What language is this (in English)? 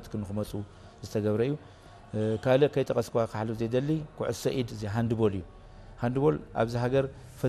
Tigrinya